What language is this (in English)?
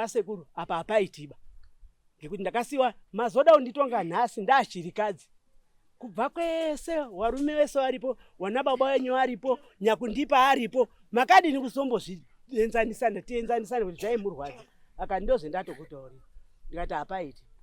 Shona